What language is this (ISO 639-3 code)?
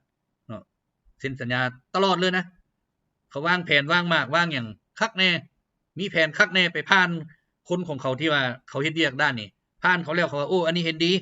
lao